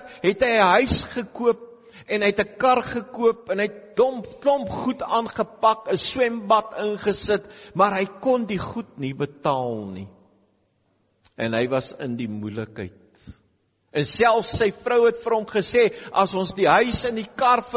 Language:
Afrikaans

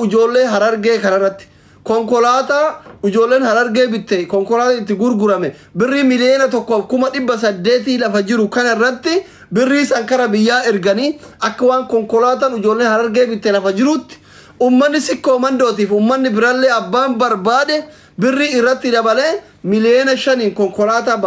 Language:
Oromo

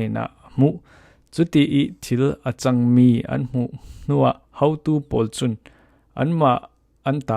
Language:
Falam Chin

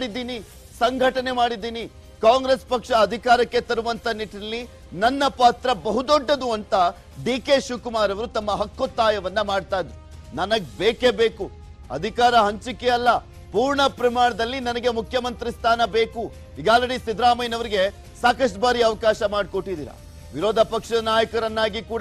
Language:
Kannada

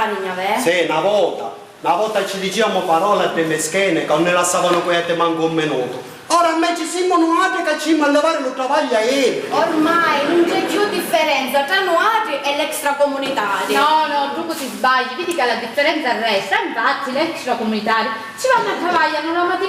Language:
Sicilian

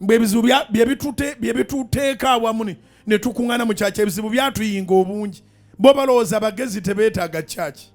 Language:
Ganda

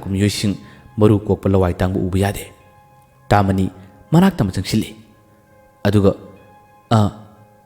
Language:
Manipuri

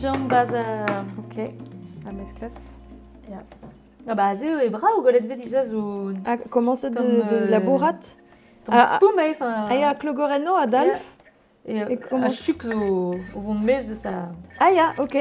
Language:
Breton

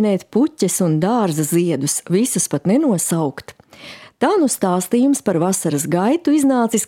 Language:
Latvian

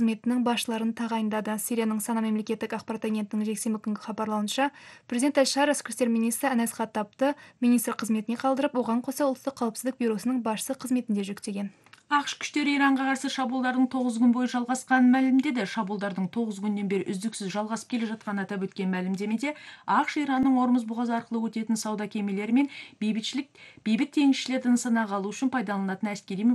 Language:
Kazakh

